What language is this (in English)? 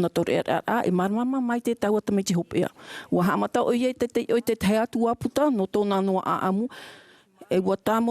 Tahitian